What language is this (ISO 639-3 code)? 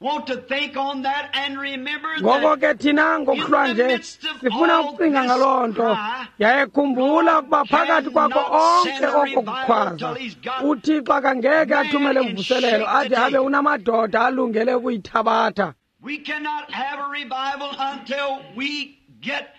xho